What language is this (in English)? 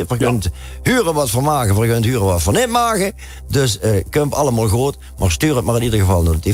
Limburgish